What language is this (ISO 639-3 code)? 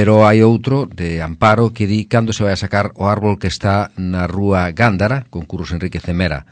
glg